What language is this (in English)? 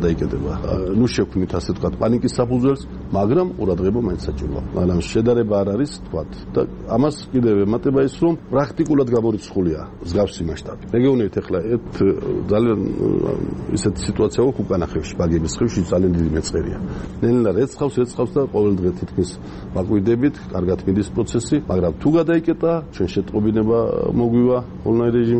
Georgian